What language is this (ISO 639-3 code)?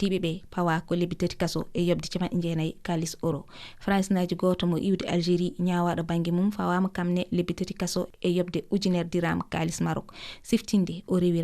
ful